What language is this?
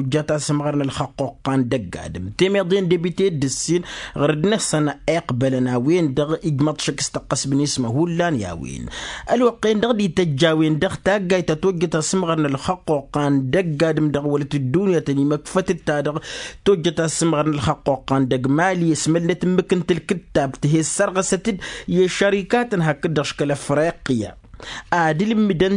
Tamasheq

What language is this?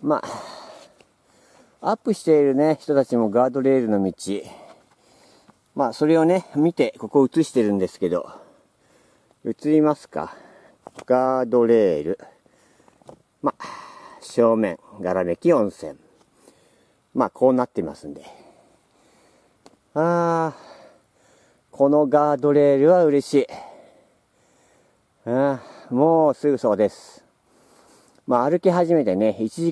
Japanese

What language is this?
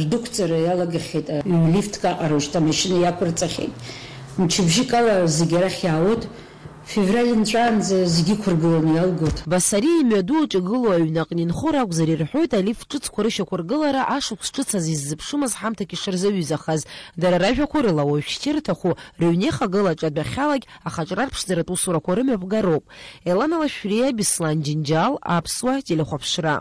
Abkhazian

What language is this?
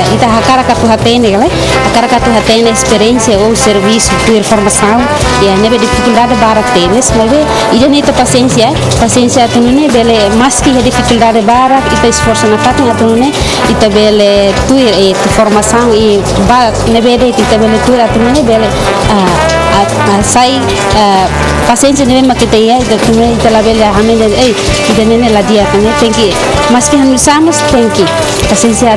Tetum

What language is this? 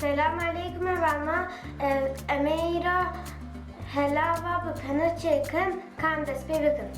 Kurdish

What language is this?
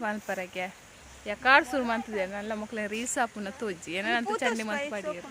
Tulu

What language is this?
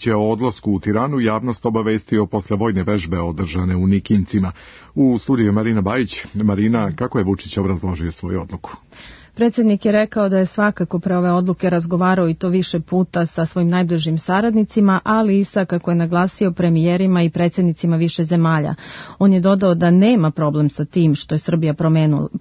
Serbian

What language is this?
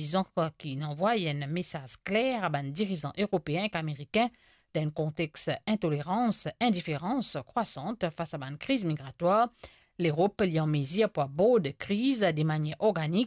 Morisyen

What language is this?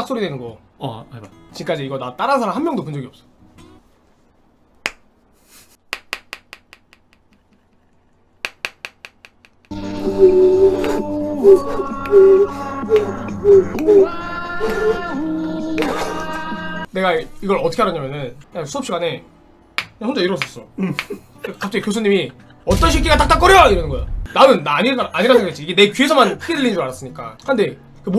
Korean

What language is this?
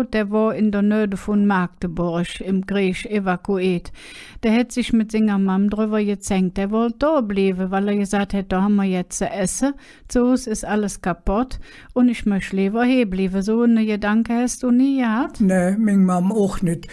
Colognian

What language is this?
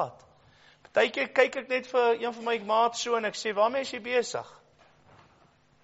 Afrikaans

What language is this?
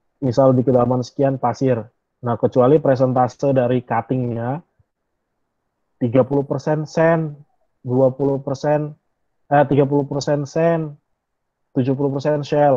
Indonesian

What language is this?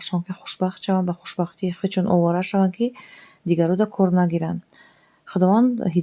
Tajik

